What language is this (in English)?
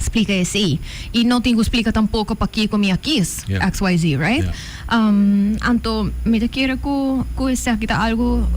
Papiamento